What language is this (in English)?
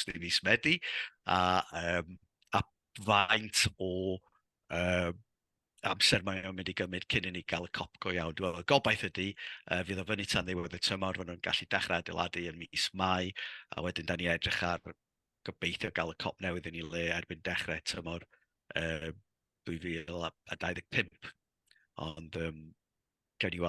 Welsh